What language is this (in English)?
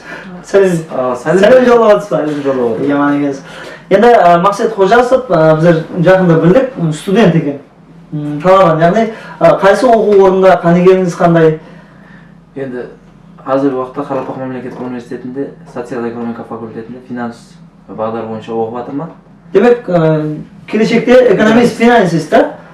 Kara-Kalpak